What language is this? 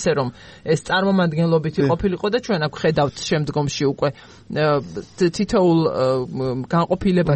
Georgian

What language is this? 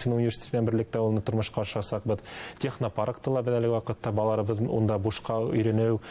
Bashkir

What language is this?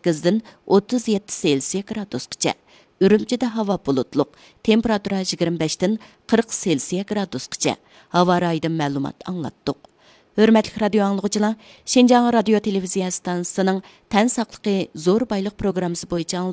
Uyghur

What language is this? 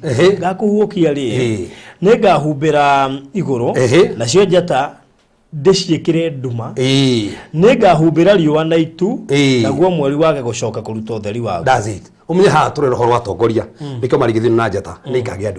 Kikuyu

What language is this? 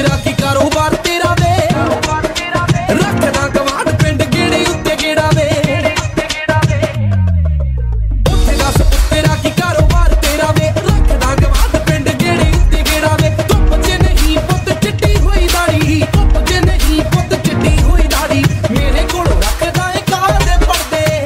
Punjabi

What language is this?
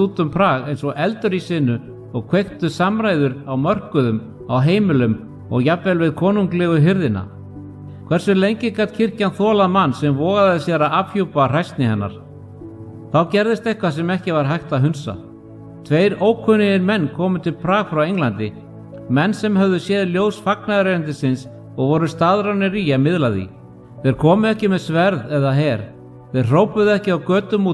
Icelandic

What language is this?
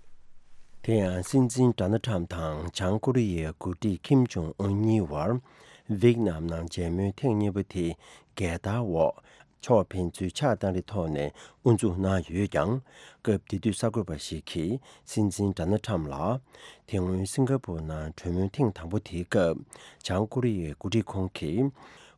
Tibetan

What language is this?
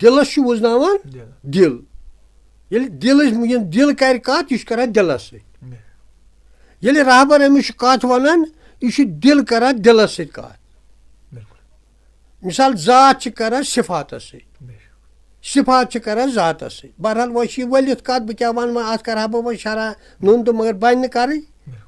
Kashmiri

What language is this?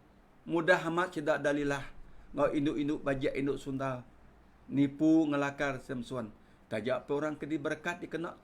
Iban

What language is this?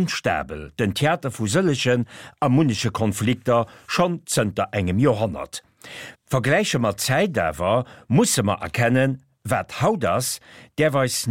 Luxembourgish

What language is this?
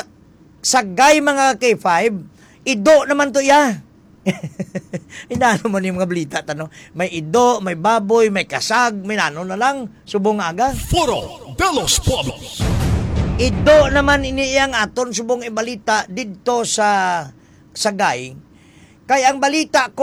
Hiligaynon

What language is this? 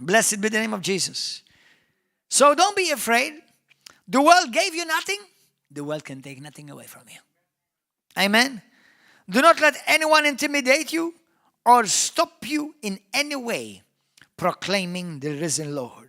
English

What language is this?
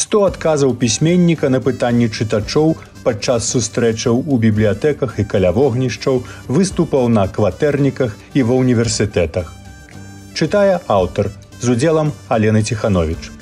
Belarusian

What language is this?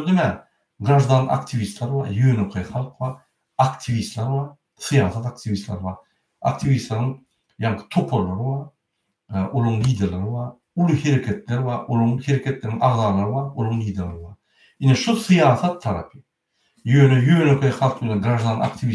Turkmen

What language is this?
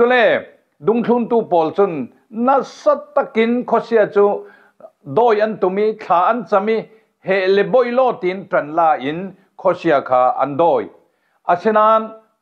Falam Chin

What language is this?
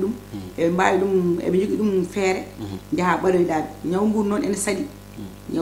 Fula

